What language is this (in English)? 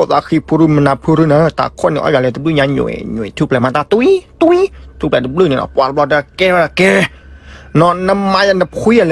S'gaw Karen